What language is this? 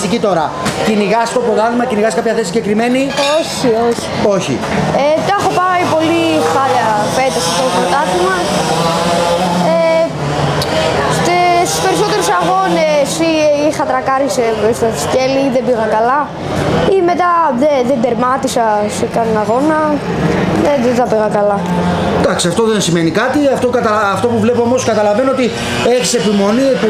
Greek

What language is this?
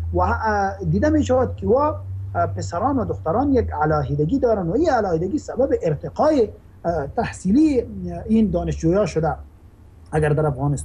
Persian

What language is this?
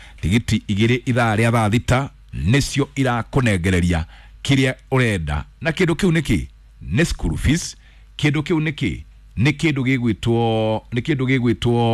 Kikuyu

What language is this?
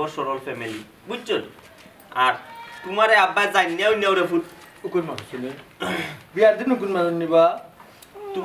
Sylheti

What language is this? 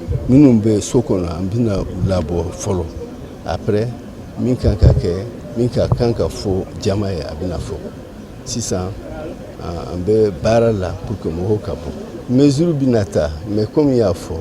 Bambara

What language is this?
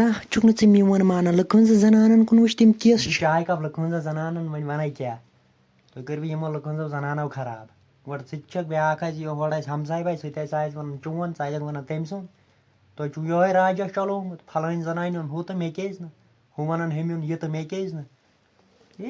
Kashmiri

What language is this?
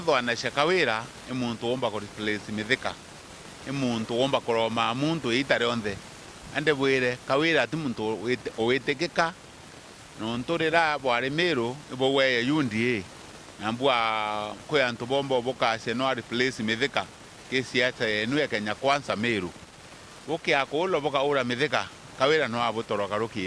Meru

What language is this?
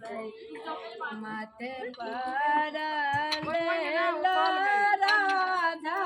Maithili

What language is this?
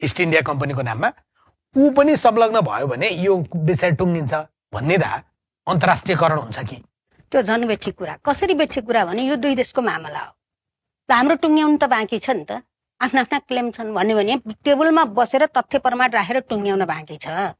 Nepali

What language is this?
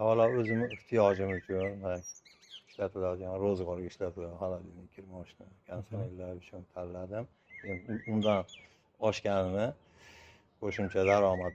Uzbek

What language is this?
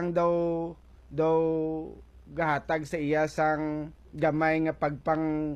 Hiligaynon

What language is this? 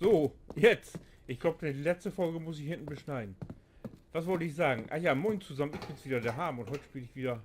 Low German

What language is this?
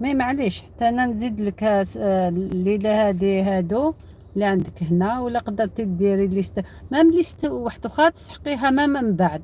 Algerian Arabic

